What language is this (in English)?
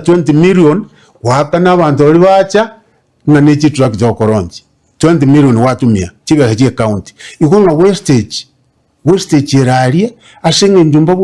Gusii